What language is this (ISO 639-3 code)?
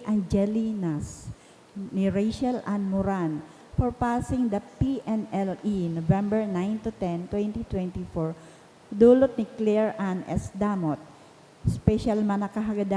bik